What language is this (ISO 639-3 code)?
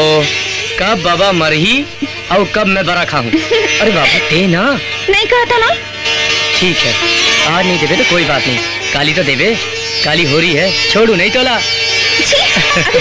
hne